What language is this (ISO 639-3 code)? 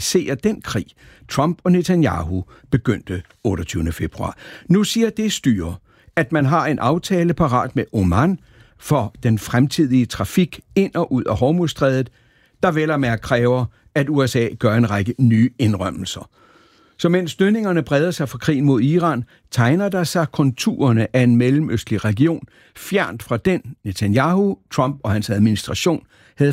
dan